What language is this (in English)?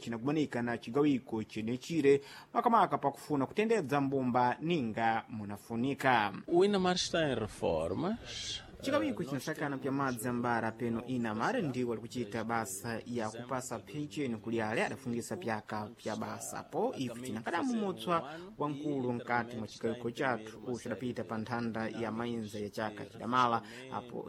Sena